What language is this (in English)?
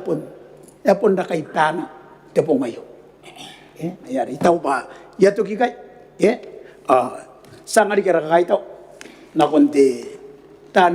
Gilbertese